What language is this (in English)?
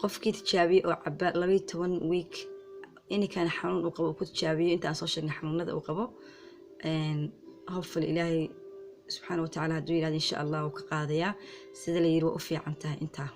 Somali